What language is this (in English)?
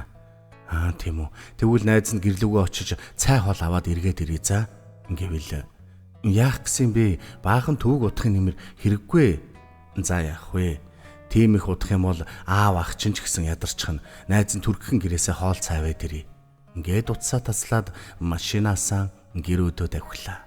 Mongolian